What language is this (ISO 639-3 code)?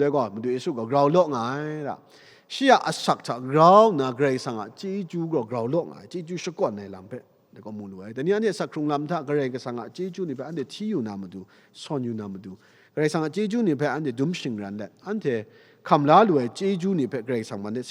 kac